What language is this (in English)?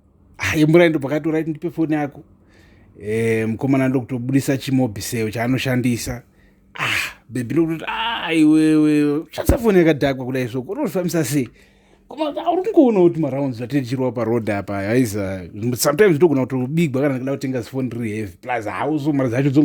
Shona